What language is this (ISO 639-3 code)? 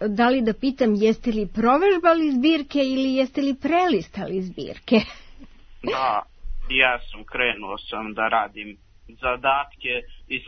srp